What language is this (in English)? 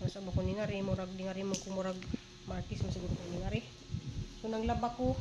Cebuano